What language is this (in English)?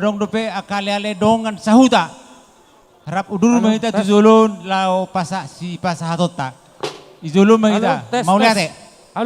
Batak Toba